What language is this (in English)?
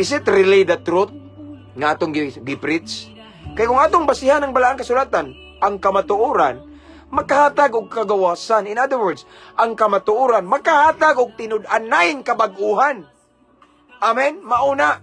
Cebuano